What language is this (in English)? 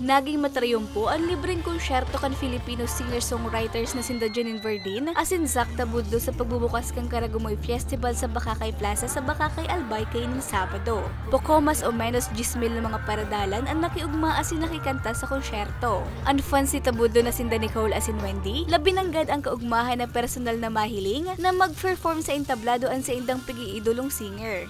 Bikol